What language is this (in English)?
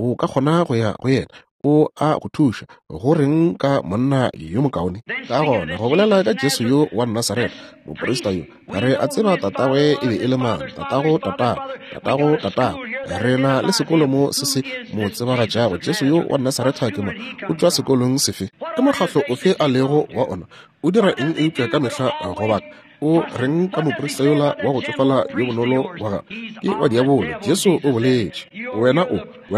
Northern Sotho